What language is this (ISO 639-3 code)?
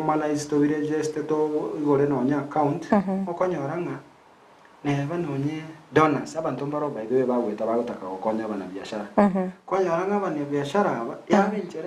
guz